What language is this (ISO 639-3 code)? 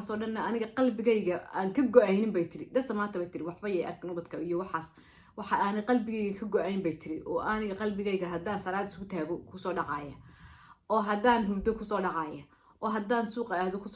som